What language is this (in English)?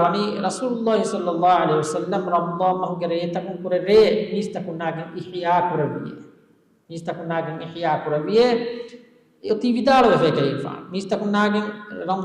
Divehi